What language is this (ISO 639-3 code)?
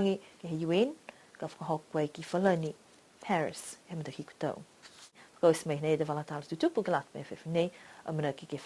niu